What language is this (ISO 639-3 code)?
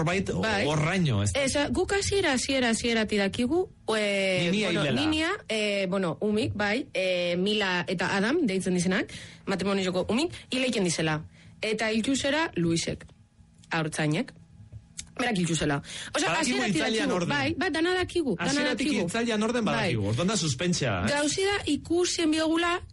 eus